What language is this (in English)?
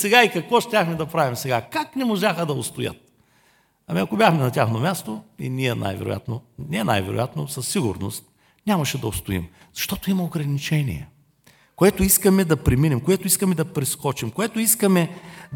Bulgarian